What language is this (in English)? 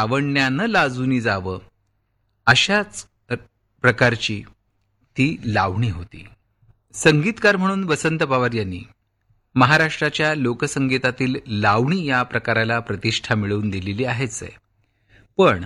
Marathi